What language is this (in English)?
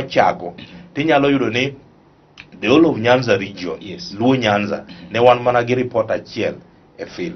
Luo (Kenya and Tanzania)